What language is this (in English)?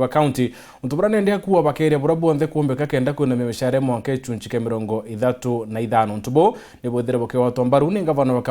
Meru